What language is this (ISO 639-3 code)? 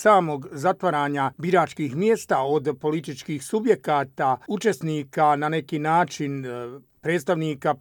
hrv